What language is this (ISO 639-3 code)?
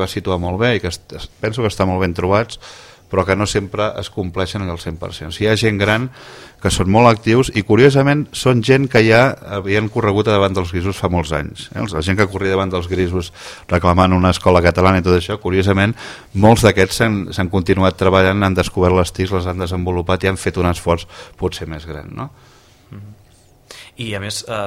cat